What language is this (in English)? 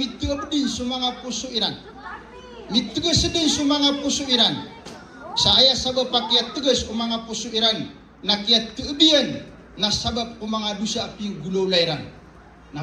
Maranao